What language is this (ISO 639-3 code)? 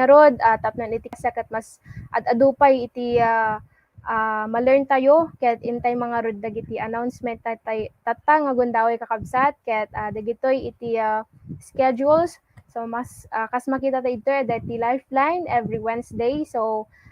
ilo